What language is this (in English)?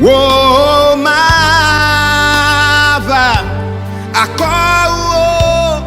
Ewe